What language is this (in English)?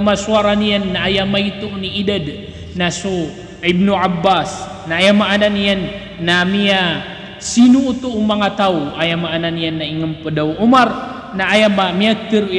Maranao